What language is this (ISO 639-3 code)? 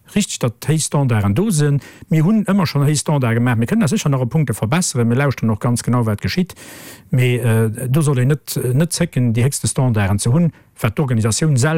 ltz